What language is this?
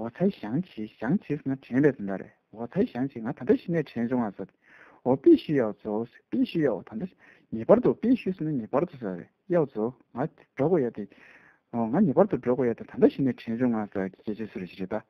Tibetan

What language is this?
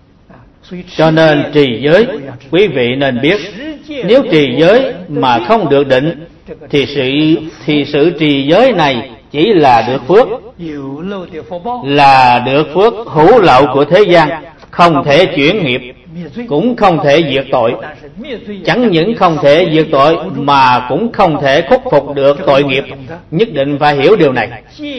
Vietnamese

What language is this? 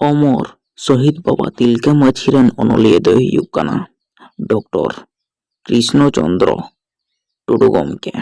Santali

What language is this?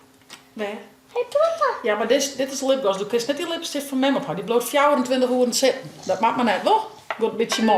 Western Frisian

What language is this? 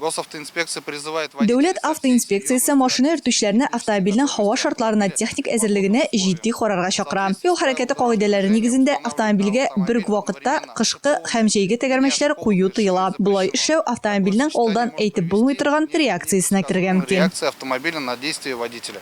Tatar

